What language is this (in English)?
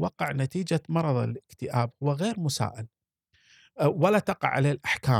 Gulf Arabic